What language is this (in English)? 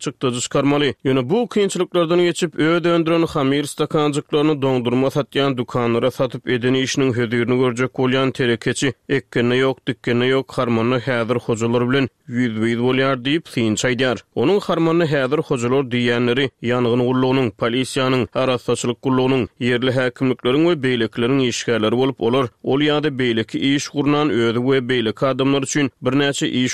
Turkmen